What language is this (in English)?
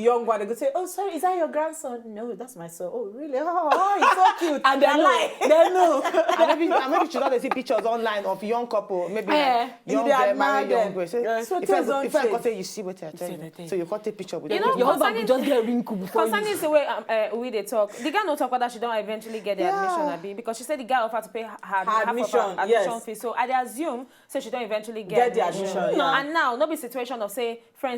Nigerian Pidgin